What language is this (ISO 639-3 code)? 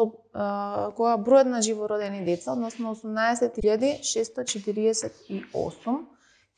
mkd